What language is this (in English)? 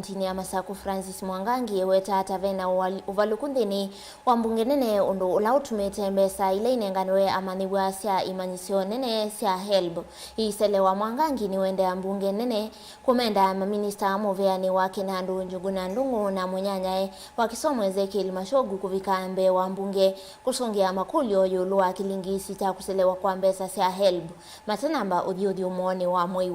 Kamba